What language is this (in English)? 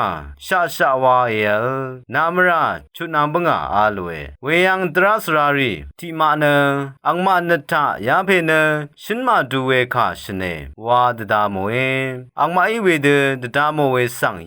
Rawang